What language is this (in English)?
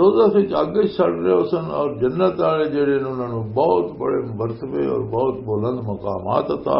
Western Panjabi